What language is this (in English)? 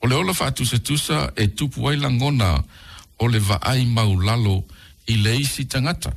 Samoan